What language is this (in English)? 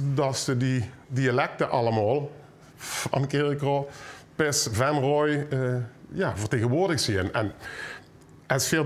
Limburgish